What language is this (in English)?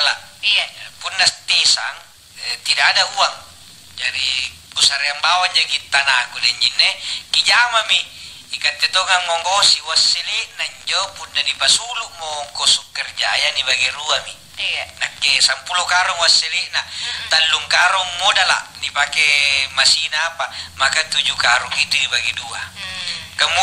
Makasar